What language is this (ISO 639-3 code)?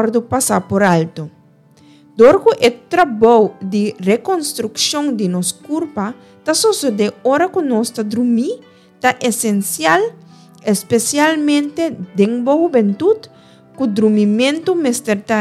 pap